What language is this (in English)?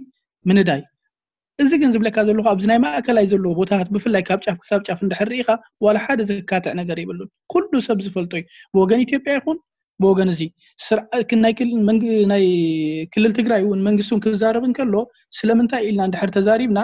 Tigrinya